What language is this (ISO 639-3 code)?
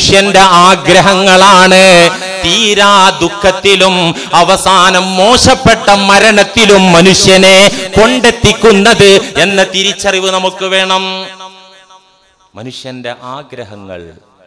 mal